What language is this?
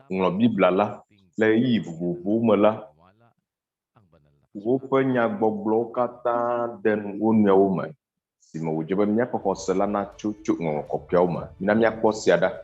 Ewe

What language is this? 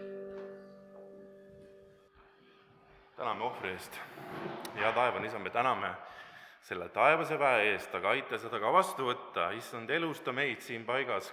Estonian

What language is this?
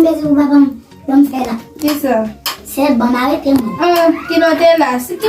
Haitian Creole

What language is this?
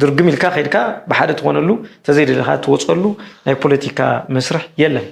Tigrinya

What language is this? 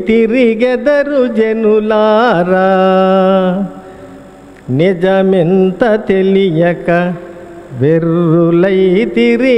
Telugu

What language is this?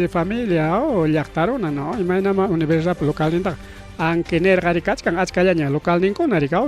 Ayacucho Quechua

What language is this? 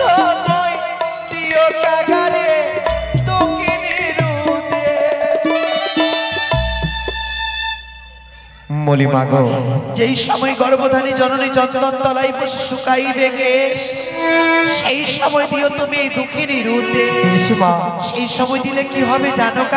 Bangla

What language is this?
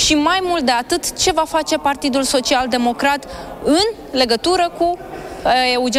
Romanian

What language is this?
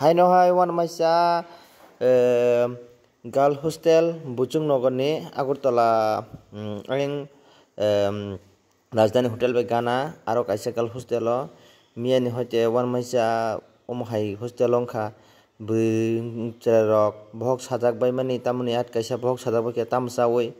Kok Borok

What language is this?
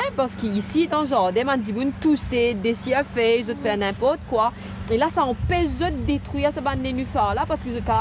Morisyen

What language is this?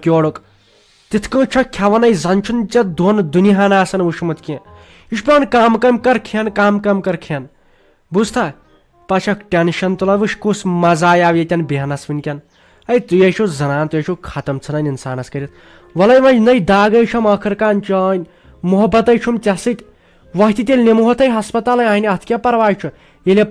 Kashmiri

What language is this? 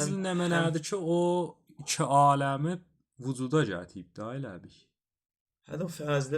South Azerbaijani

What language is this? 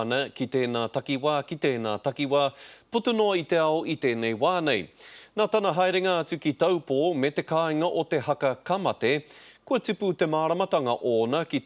Māori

